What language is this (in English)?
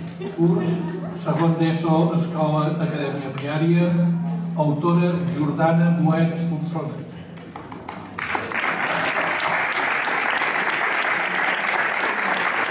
Catalan